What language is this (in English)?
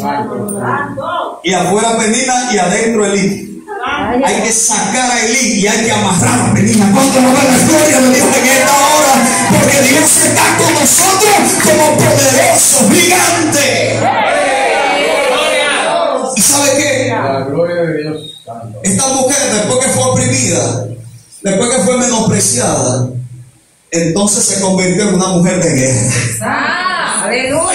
Spanish